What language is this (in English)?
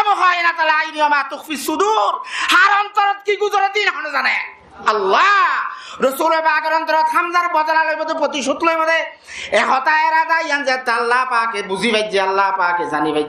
Rohingya